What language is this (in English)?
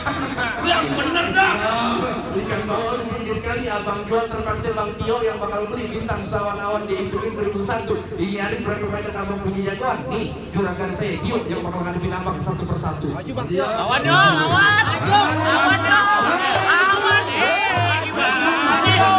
Betawi